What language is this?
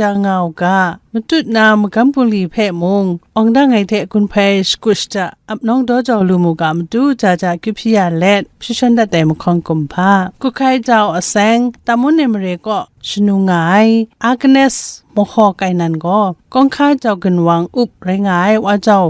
Kachin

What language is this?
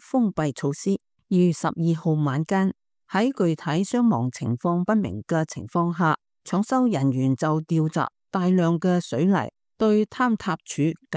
Cantonese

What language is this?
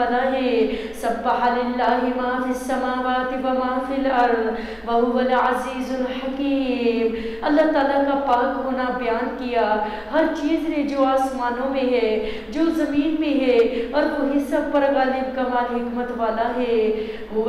Urdu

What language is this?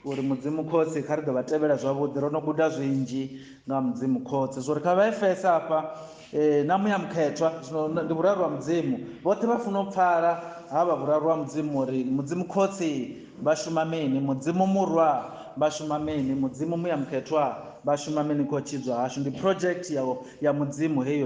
Venda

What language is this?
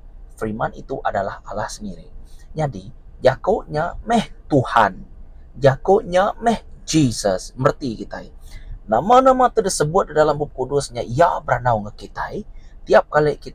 Iban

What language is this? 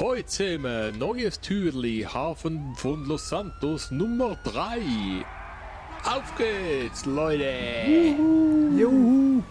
Swiss German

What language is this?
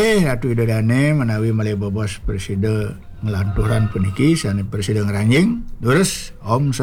Balinese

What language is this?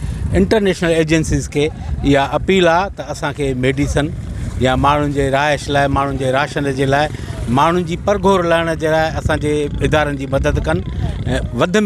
Sindhi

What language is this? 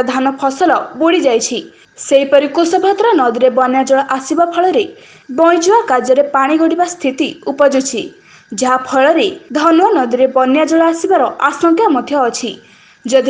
Odia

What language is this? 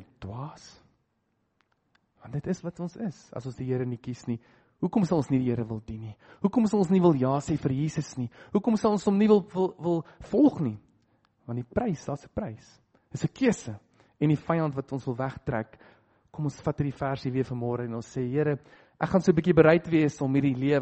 Afrikaans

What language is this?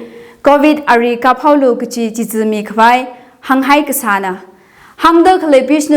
Tangkhul Naga (India)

